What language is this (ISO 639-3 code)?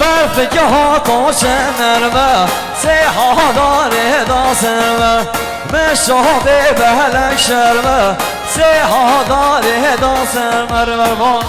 kur